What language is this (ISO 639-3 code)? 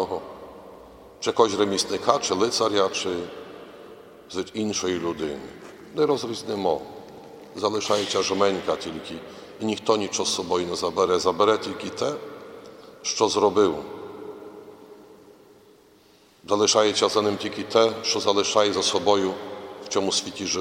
ukr